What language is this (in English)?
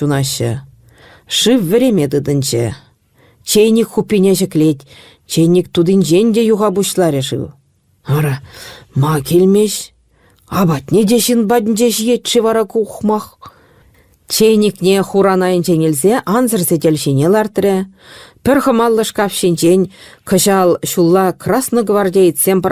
Chuvash